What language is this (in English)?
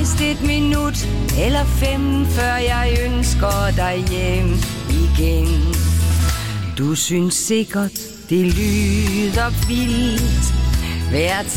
Danish